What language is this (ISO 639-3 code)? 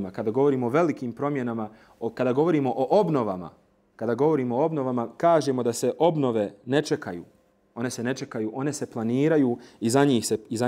bos